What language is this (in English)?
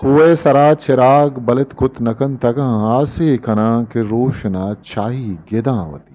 Eastern Balochi